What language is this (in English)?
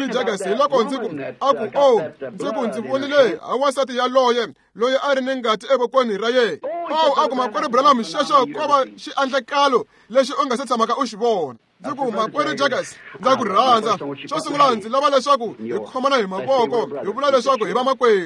Tsonga